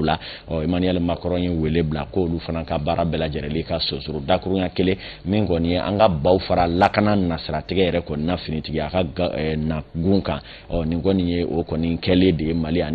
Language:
Bambara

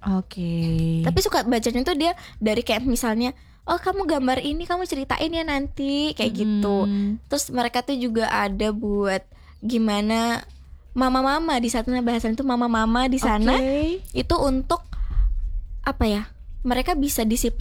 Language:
Indonesian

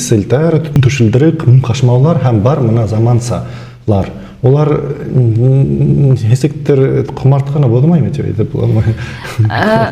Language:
Bashkir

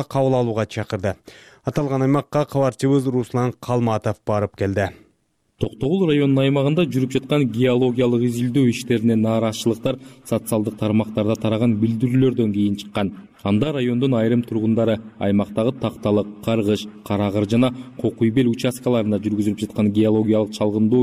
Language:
Kyrgyz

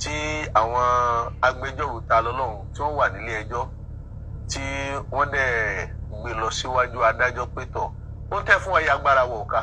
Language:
Yoruba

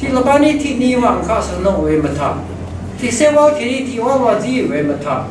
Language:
Rawang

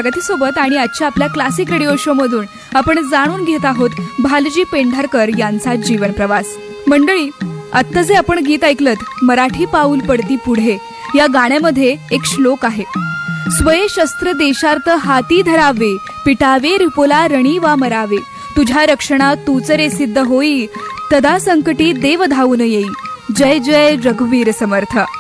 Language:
Marathi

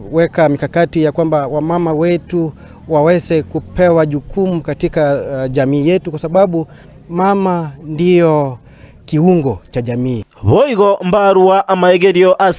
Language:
Gusii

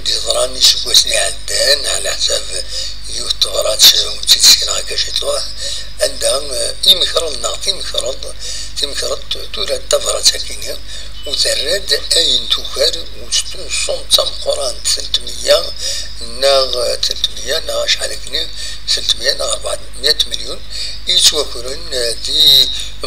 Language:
Kabyle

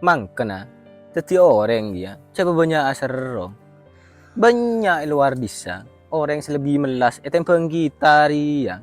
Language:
Madurese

